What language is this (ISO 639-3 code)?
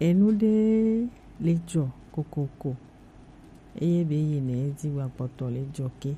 gej